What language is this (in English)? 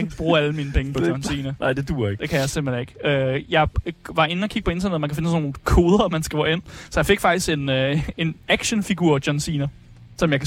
Danish